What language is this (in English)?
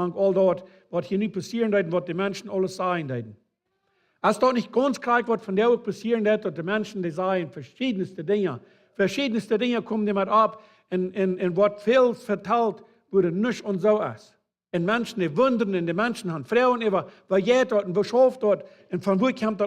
Plautdietsch